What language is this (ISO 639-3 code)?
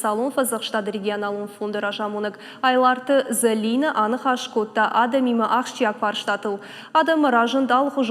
oss